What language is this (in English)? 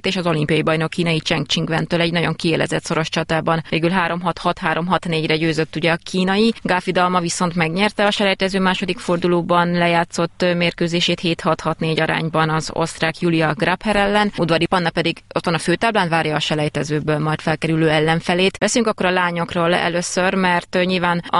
Hungarian